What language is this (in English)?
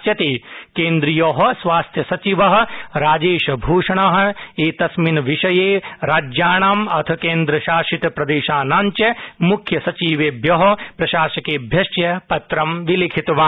Sanskrit